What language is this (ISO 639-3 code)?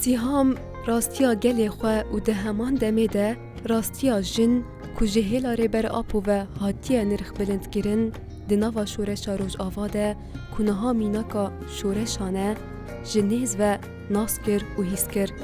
kur